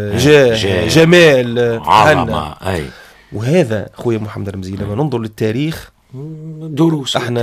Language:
Tunisian Arabic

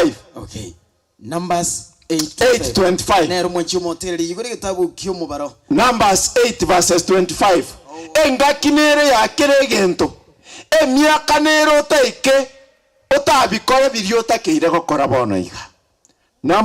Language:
Gusii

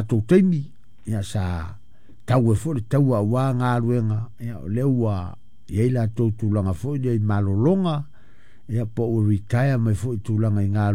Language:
Samoan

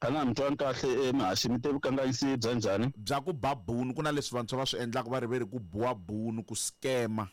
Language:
Tsonga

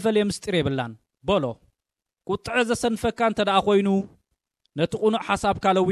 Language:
Tigrinya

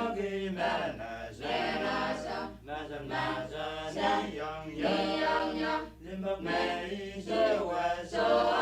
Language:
Pohnpeian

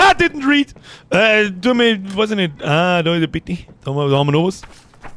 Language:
Bavarian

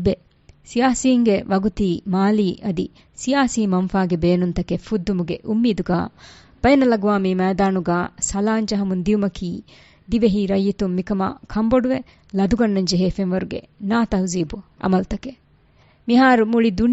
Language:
Divehi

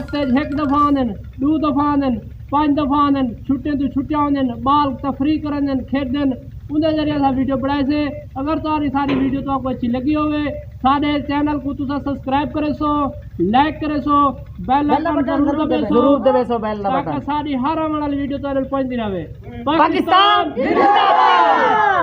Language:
Saraiki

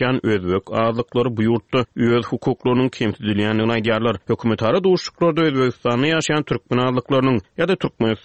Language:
Turkmen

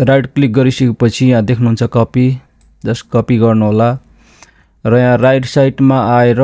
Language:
Nepali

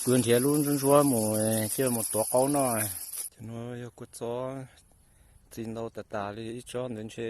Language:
Hmong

